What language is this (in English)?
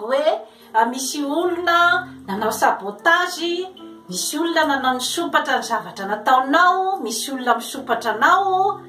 Malagasy